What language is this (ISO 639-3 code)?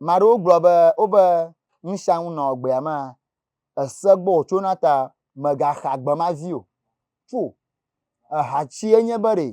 ewe